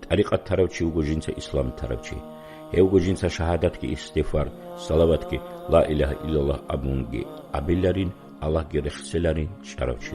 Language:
Avaric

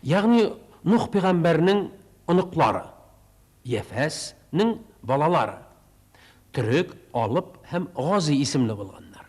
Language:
Tatar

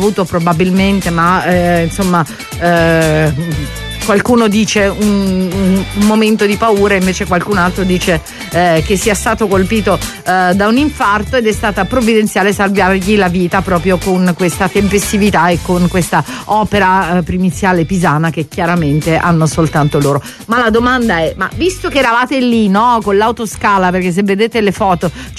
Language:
Italian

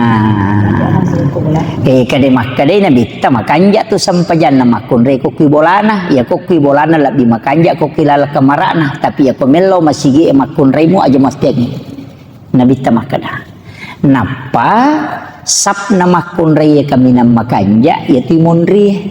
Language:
Buginese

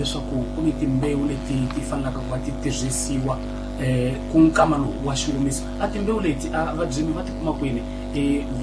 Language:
Tsonga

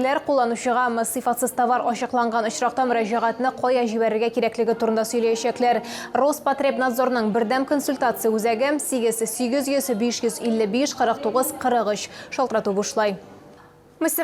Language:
Tatar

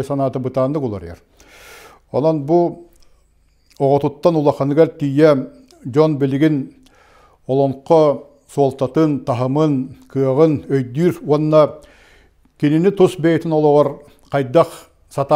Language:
Yakut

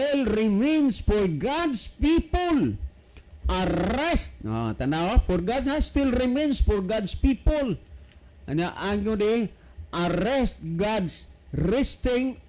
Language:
Cebuano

